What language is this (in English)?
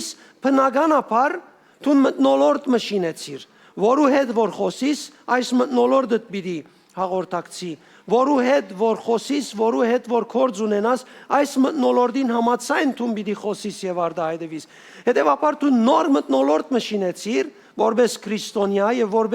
Western Armenian